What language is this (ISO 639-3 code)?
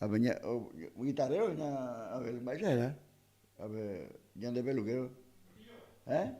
grn